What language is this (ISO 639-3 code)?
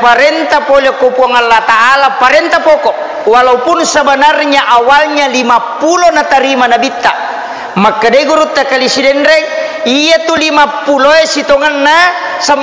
bug